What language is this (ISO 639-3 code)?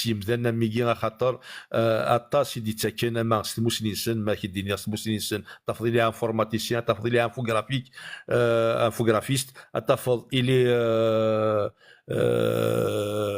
kab